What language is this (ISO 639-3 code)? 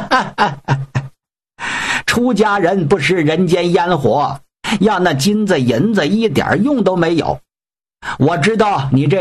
zho